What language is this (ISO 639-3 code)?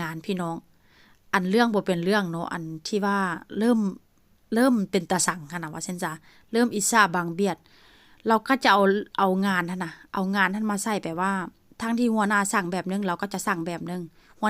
tts